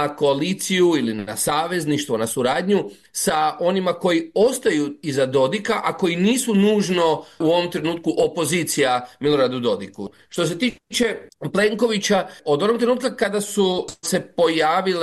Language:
Croatian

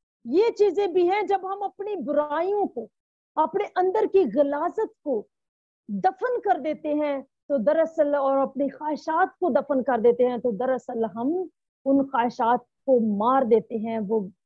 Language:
Urdu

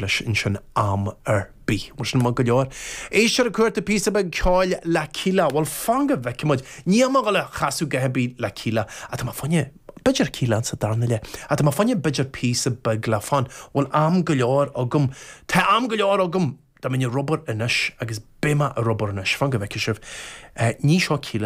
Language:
Irish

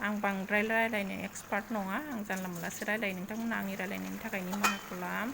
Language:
Bodo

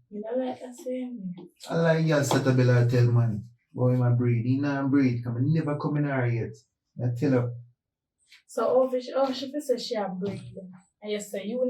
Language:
Jamaican Creole English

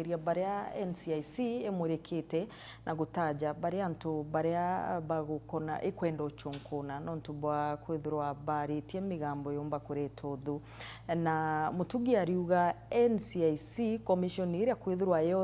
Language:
Meru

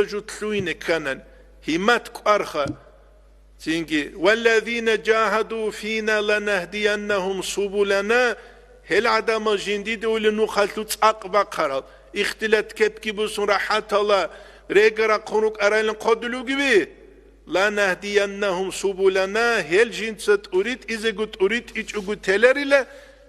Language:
Avaric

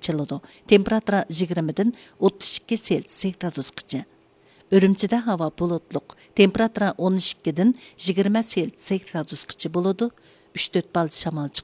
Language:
Uyghur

